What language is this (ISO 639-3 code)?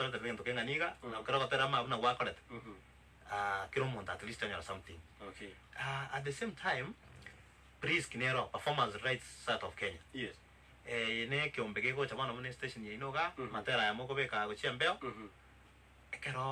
guz